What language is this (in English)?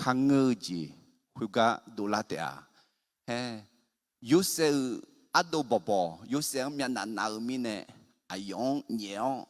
Akha